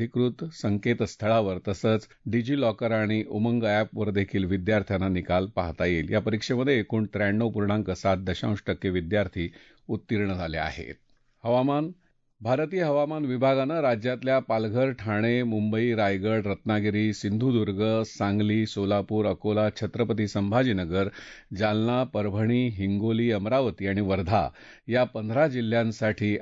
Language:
Marathi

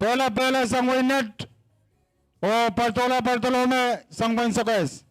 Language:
Pohnpeian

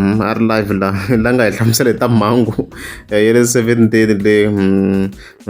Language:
Tsonga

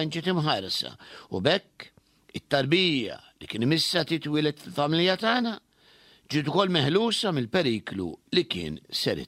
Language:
Maltese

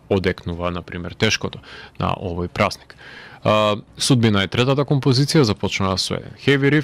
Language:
Macedonian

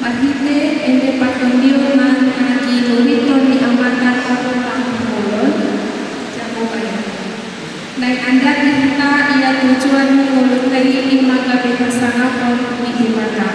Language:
Batak Toba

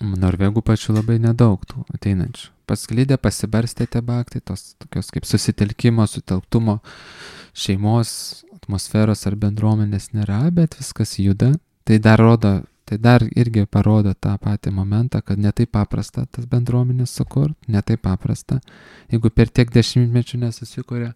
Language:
Lithuanian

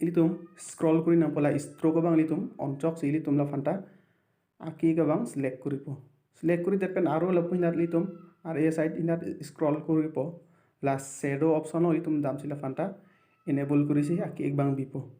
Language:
Karbi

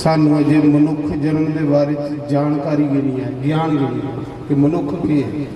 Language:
Dogri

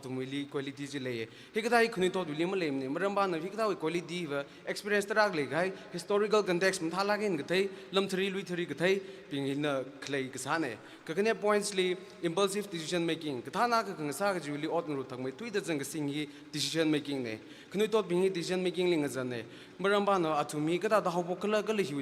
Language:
Tangkhul Naga (India)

